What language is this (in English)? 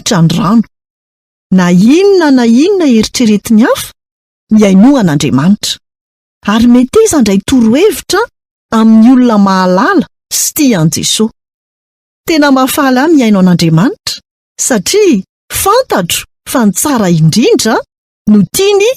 Malagasy